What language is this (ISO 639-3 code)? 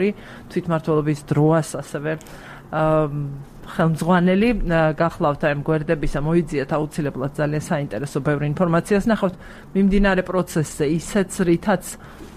kat